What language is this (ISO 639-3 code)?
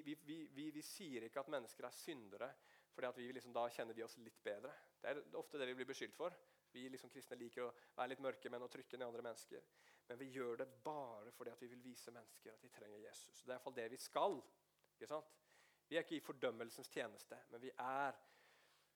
nor